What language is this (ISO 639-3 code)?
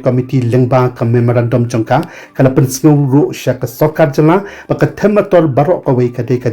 kha